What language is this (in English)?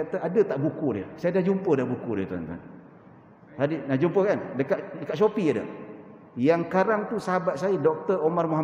Malay